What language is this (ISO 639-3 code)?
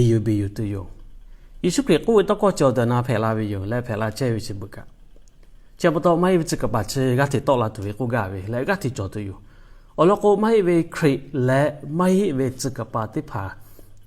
lhu